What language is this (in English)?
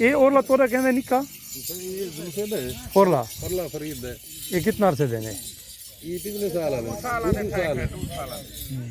Saraiki